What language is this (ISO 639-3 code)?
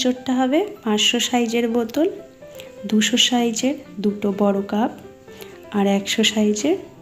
ben